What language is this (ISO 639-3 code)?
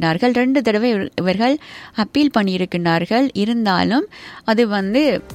tam